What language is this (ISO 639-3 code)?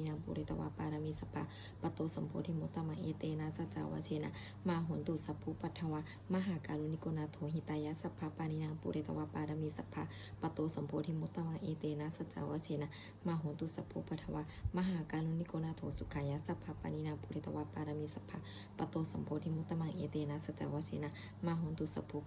pli